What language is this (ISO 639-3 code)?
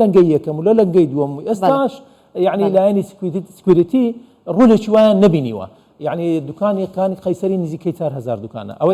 ckb